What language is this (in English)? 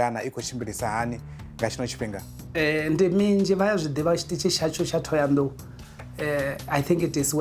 Venda